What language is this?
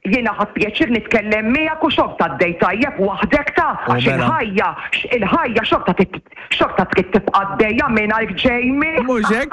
Maltese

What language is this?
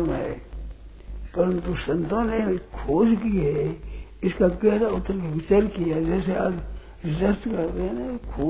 Hindi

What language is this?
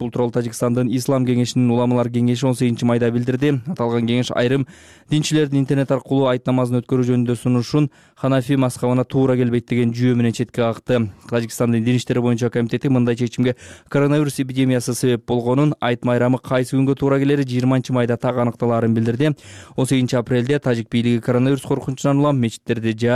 Kyrgyz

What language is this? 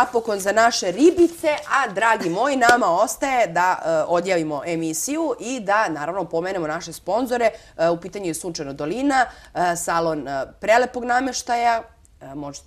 Serbian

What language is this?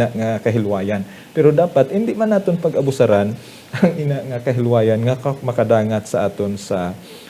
Hiligaynon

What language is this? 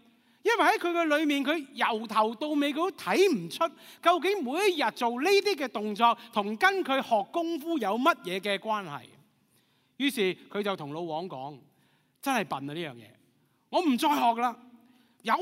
Cantonese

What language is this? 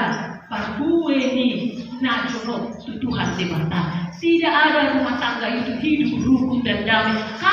Batak Toba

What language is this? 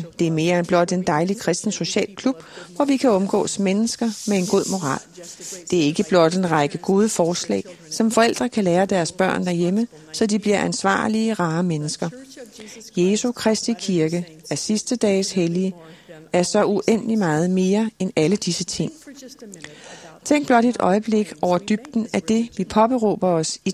Danish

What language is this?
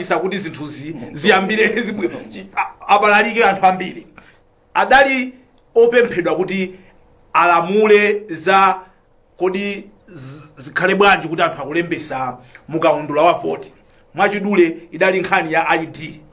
Nyanja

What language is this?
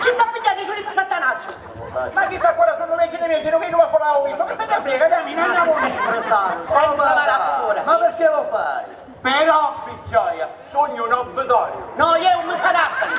Sicilian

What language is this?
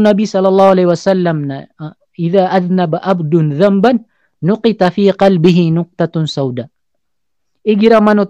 Maranao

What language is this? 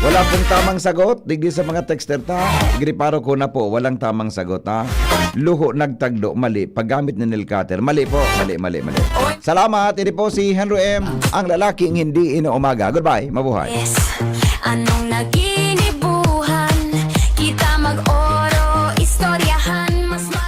Bikol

